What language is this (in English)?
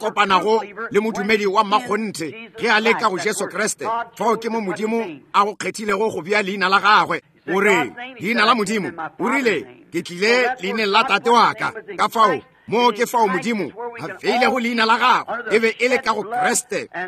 Northern Sotho